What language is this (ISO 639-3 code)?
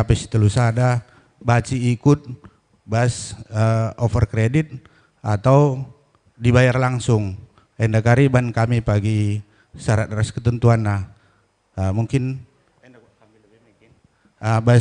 btx